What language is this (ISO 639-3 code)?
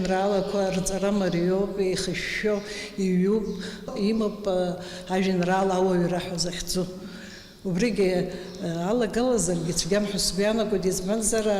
abk